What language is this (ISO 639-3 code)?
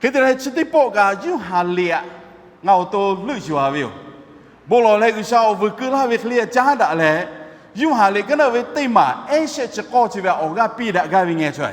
lhu